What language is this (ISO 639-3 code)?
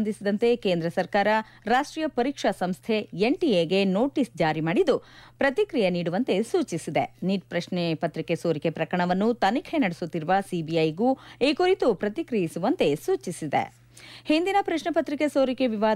kan